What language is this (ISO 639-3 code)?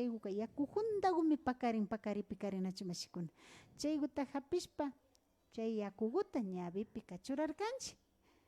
qvi